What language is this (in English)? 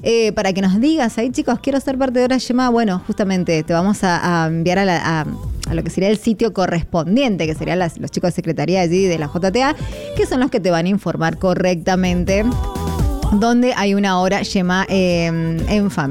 Spanish